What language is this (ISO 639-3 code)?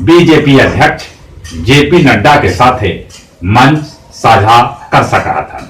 mag